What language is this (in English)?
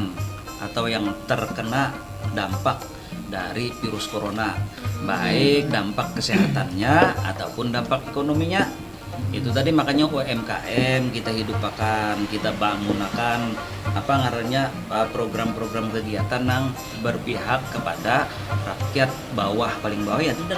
Banjar